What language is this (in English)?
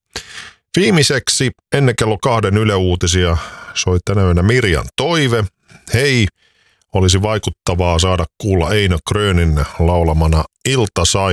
Finnish